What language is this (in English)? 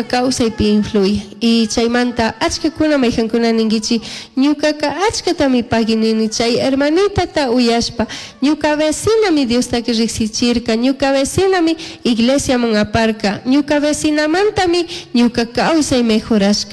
Chimborazo Highland Quichua